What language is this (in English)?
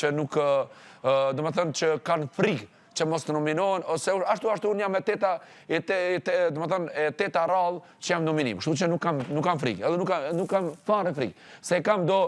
Albanian